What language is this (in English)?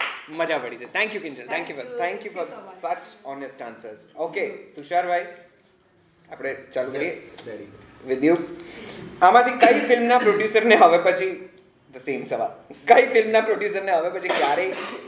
Gujarati